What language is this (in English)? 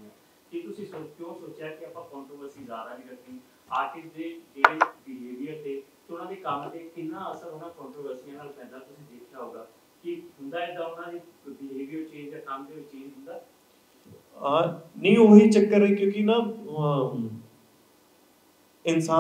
Punjabi